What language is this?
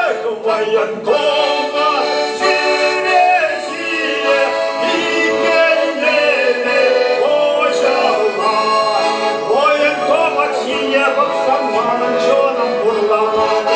Chuvash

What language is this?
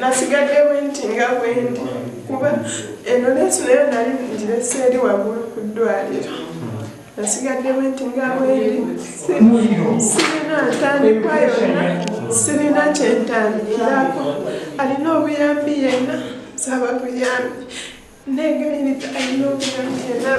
Ganda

